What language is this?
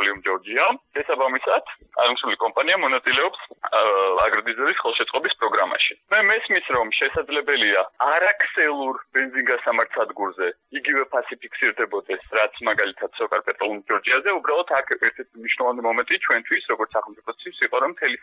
Georgian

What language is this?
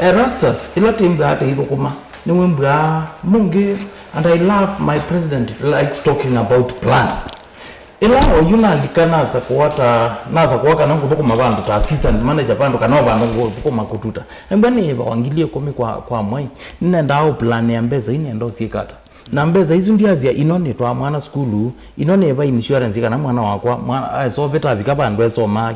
Kamba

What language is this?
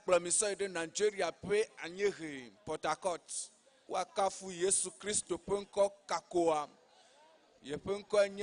Ewe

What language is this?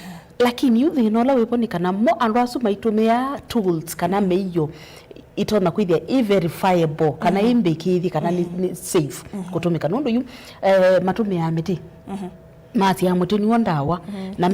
Kamba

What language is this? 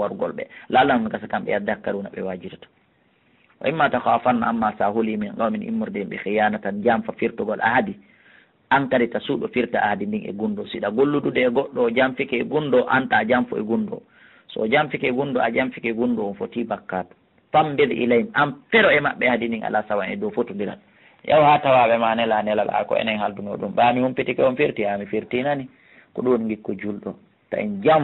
Fula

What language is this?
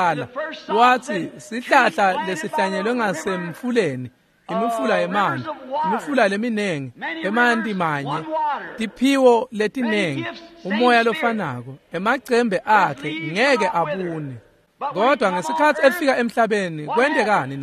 Swati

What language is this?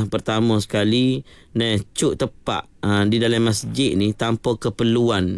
Malay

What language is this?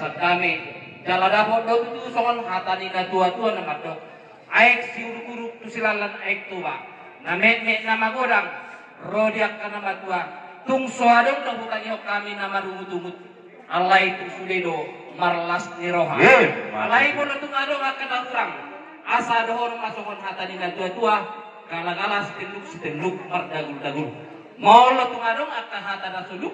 Batak Toba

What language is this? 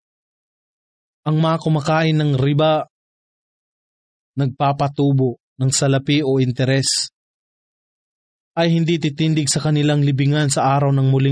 Filipino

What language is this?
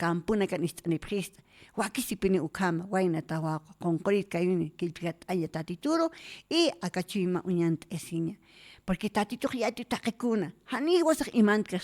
Aymara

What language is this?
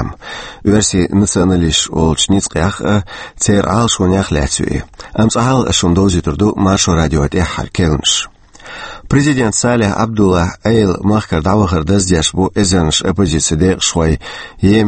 Chechen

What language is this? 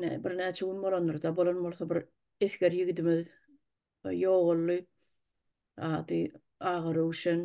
Turkmen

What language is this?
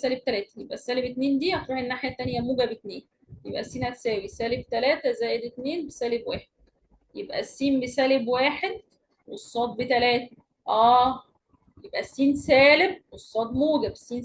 Egyptian Arabic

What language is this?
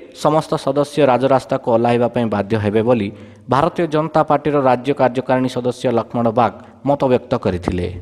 Odia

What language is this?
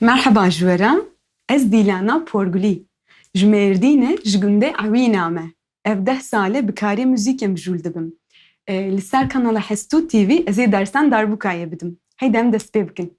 Kurdish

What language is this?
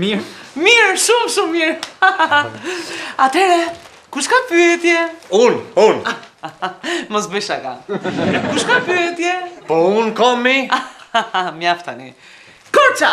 Albanian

